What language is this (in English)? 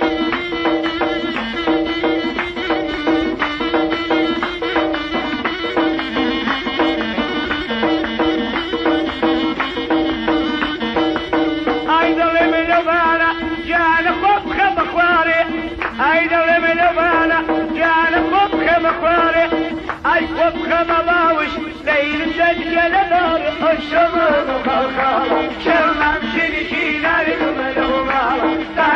Persian